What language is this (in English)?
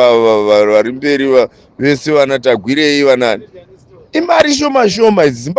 Shona